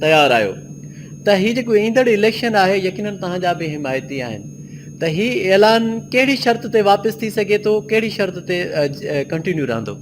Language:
Sindhi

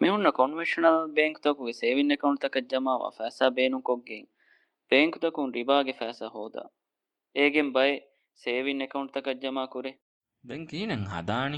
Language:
Divehi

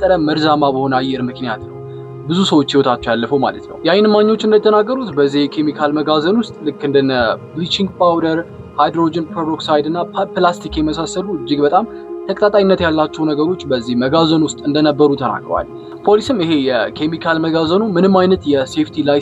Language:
Amharic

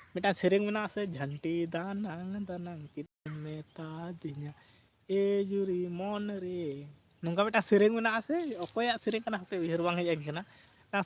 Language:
Santali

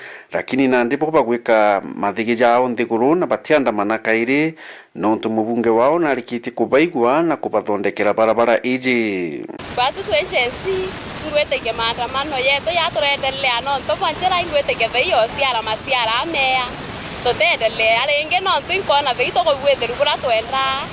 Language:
Meru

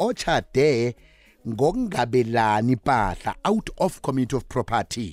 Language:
South Ndebele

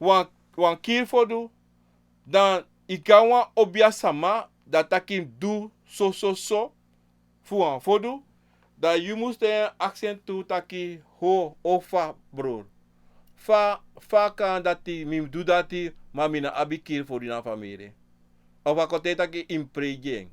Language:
Sranan Tongo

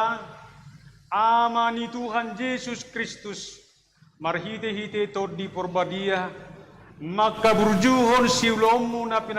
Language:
Batak Toba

